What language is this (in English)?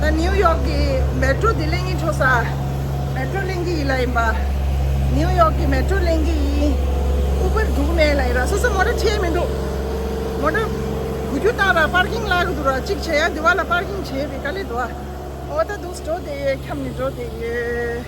Tibetan